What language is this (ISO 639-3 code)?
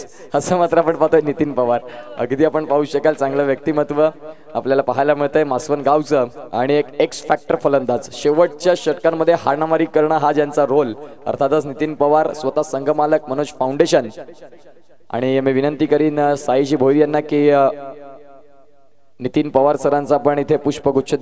mar